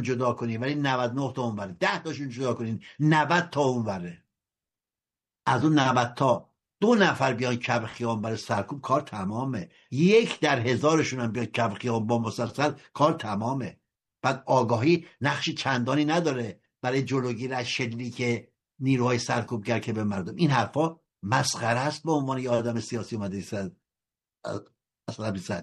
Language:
Persian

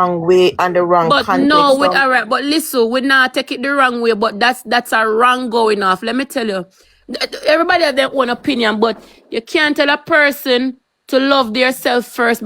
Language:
Jamaican Creole English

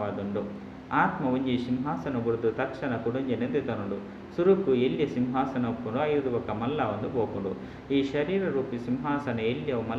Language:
Tulu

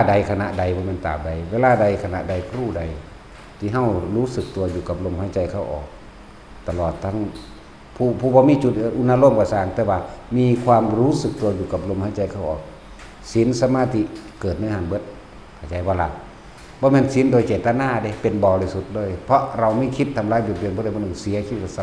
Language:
Northeastern Thai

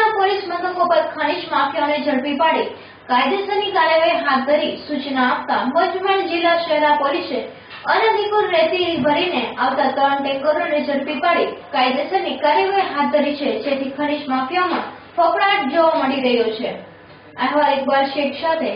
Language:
Gujarati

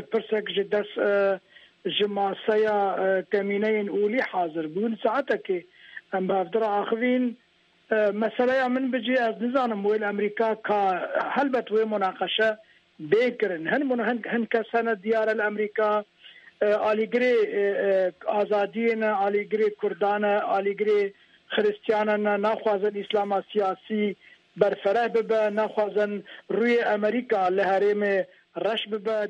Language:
Kurdish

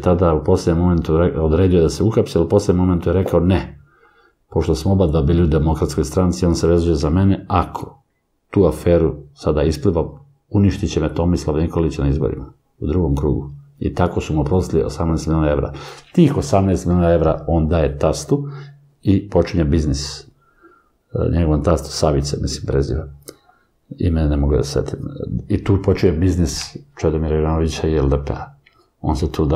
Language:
Serbian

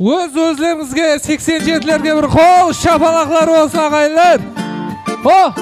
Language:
Kara-Kalpak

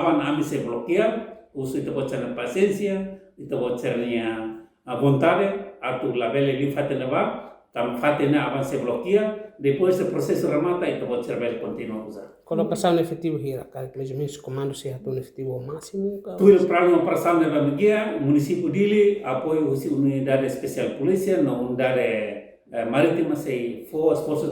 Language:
Tetum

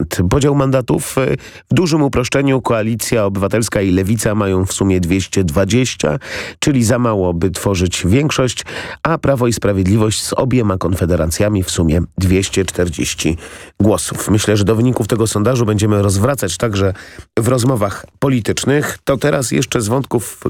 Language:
Polish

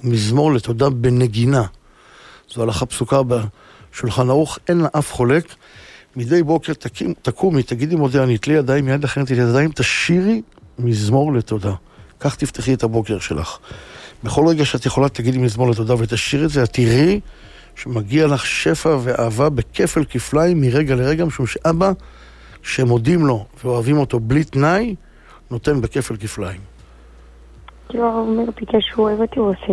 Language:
Hebrew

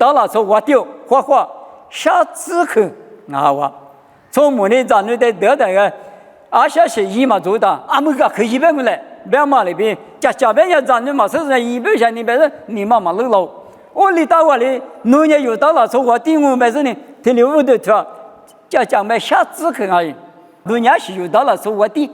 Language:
Lisu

